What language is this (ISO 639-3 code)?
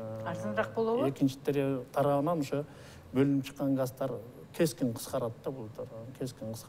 kir